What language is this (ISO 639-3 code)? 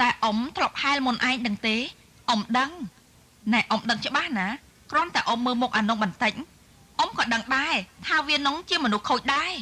khm